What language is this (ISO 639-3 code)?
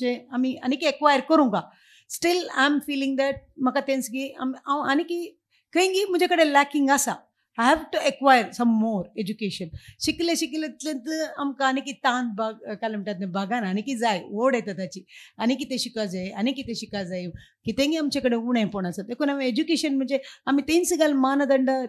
kok